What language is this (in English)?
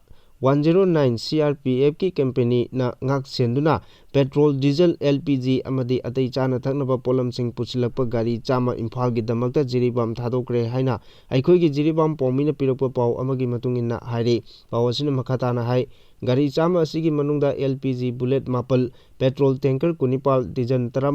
Manipuri